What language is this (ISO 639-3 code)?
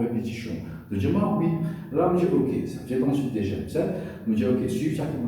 mfe